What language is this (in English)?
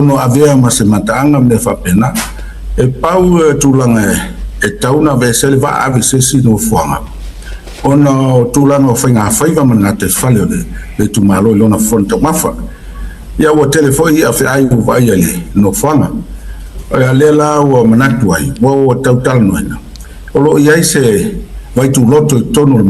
Samoan